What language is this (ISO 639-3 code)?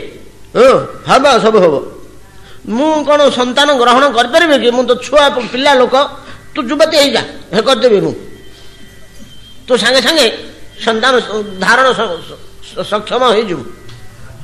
ori